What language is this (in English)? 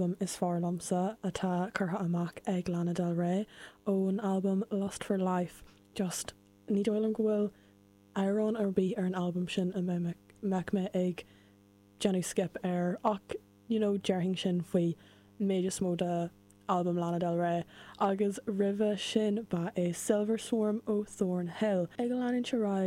Irish